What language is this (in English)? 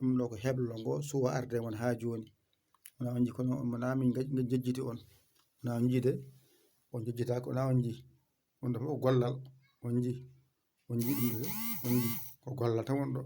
Fula